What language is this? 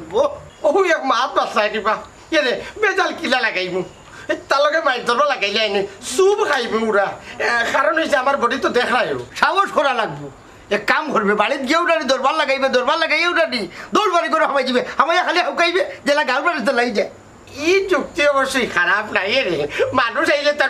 Sylheti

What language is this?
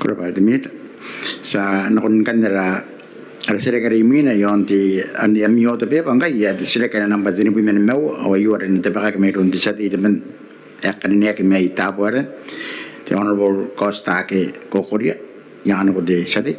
Gilbertese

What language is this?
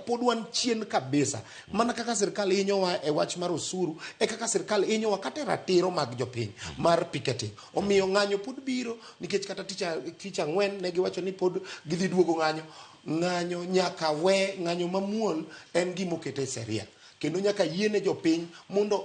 Luo (Kenya and Tanzania)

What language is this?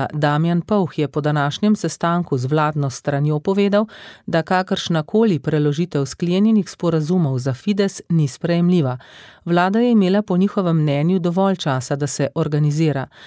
Slovenian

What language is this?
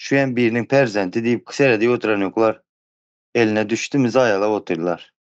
Turkmen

